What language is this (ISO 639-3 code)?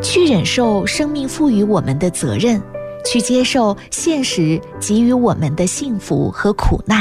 zho